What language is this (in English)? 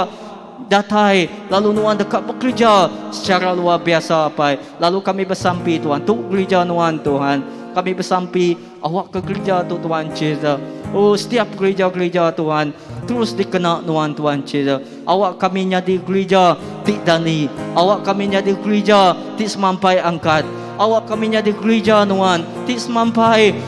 Iban